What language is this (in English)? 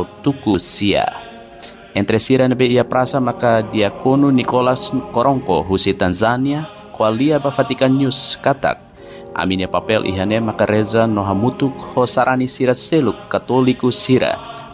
Tetum